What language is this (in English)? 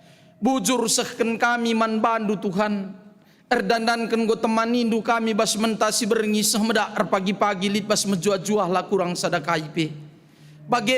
Batak Karo